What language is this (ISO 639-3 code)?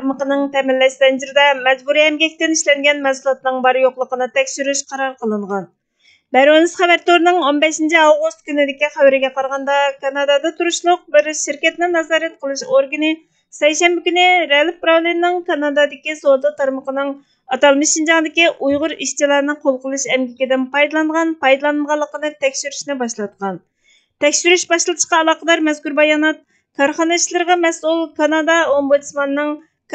uig